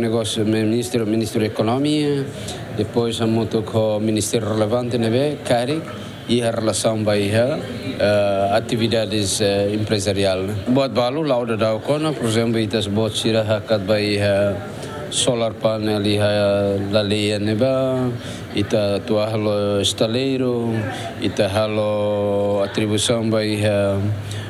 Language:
Tetum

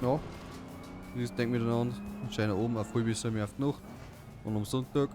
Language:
Bavarian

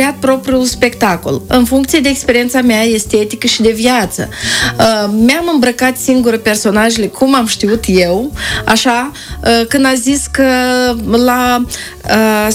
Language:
Romanian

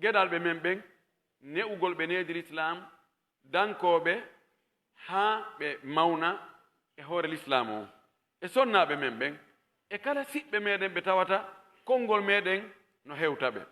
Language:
Pular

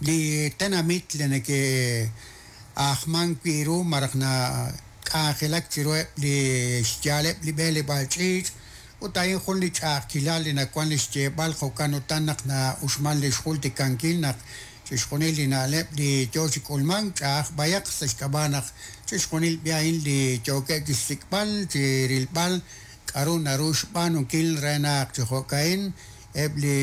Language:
Kekchí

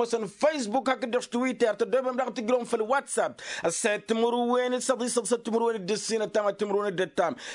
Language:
Tamasheq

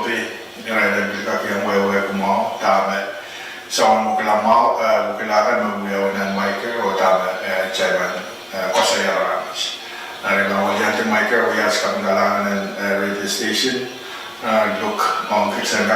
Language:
Pohnpeian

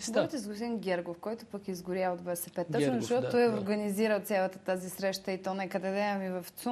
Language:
Bulgarian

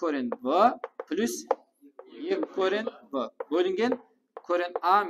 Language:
Kara-Kalpak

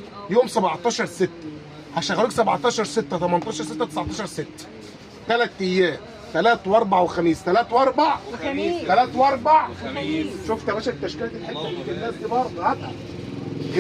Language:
Egyptian Arabic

